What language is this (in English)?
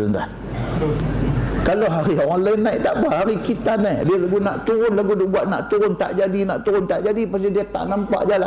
Malay